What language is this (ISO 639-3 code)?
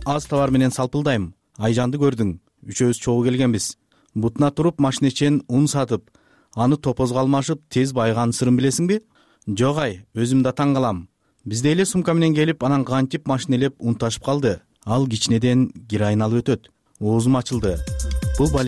kir